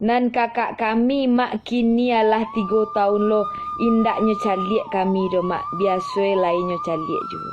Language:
Minangkabau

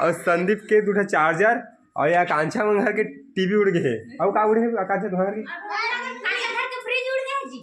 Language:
Chhattisgarhi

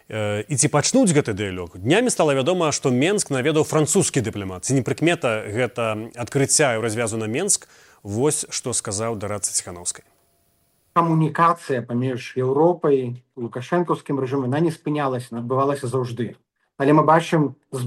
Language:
Belarusian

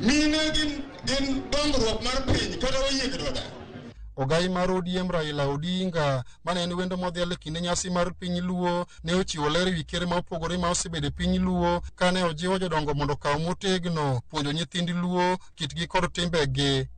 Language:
Luo (Kenya and Tanzania)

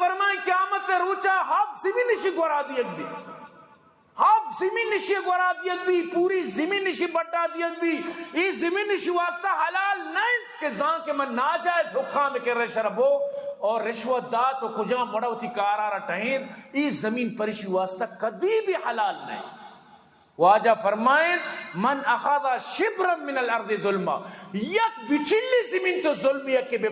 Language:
Eastern Balochi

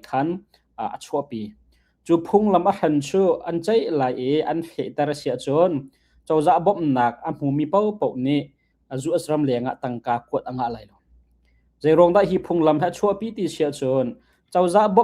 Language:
Hakha Chin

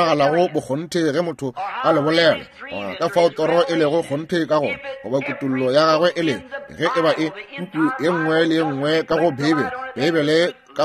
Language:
Northern Sotho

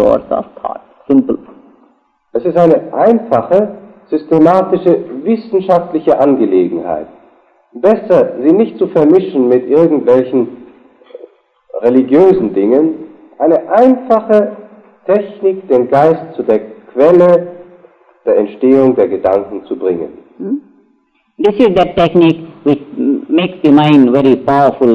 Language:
German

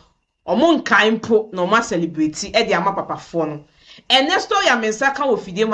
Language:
Akan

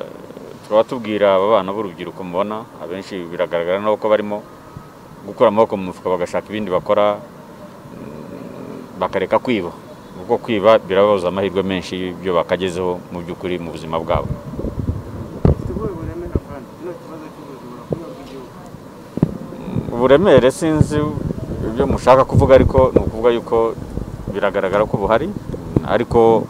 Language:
Kinyarwanda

